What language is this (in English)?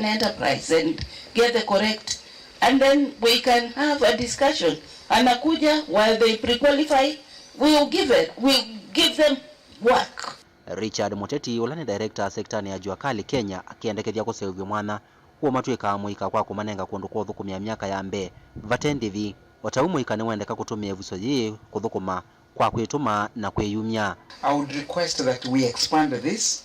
Kamba